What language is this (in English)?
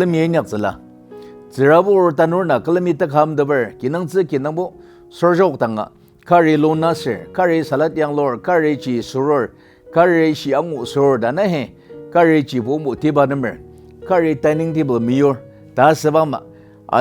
Ao Naga